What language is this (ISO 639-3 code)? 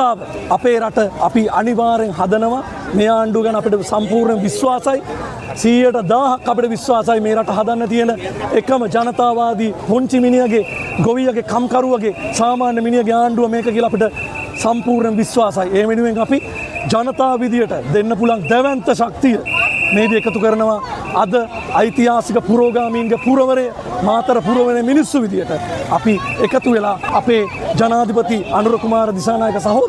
sin